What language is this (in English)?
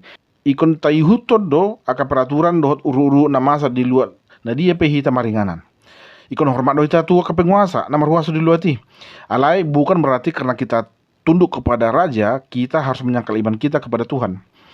Batak Toba